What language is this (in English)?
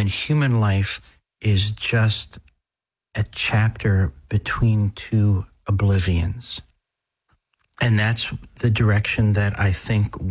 English